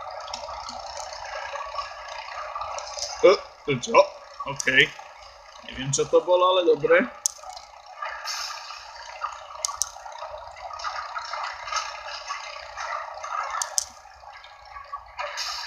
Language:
Slovak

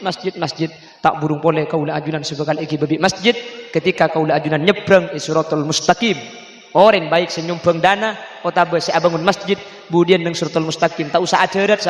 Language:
Madurese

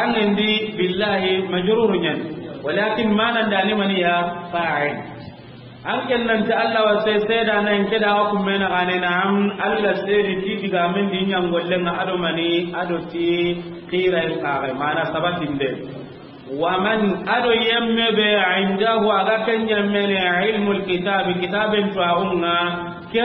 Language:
Soninke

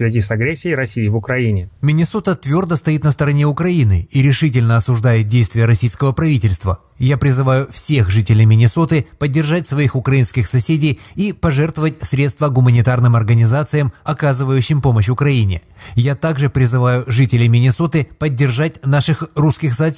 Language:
Russian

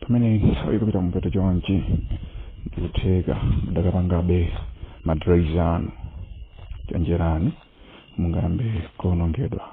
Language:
Nyanja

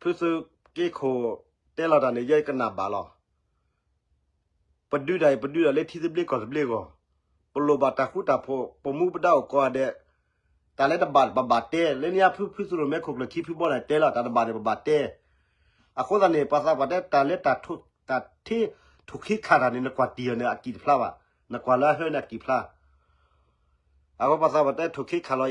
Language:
S'gaw Karen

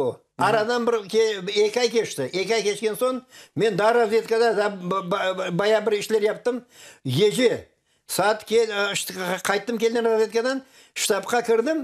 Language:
Crimean Tatar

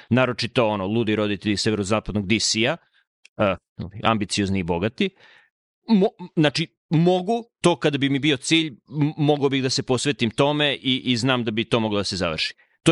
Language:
Serbian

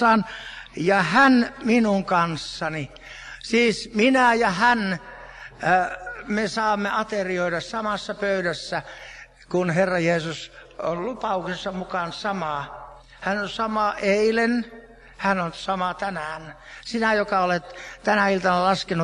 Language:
Finnish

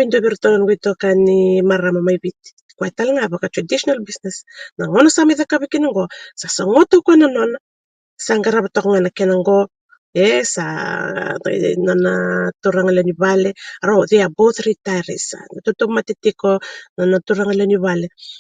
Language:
Fijian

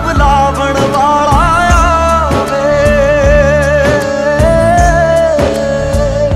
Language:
Punjabi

